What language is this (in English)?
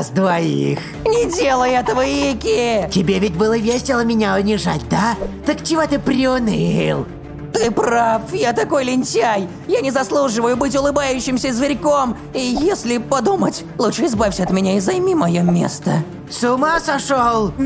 Russian